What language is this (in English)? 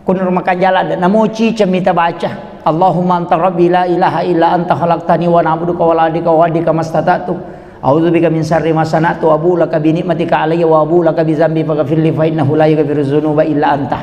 Buginese